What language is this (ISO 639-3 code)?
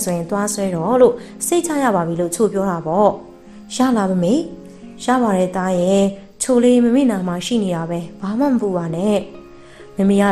mya